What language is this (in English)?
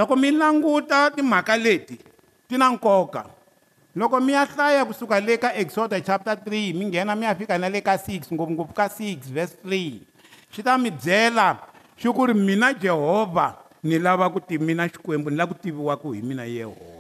Tsonga